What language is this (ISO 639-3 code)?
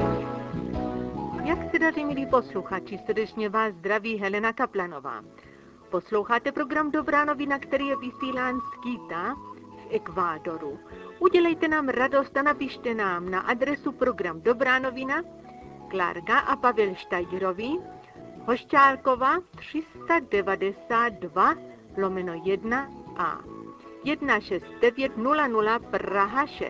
ces